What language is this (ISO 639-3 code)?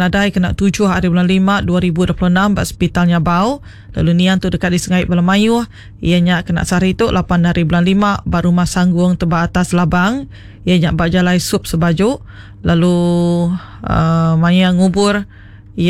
iba